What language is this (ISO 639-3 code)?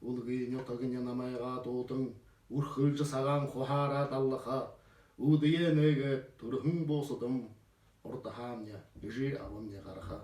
bua